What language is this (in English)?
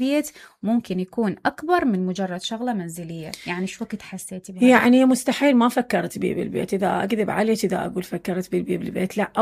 Mesopotamian Arabic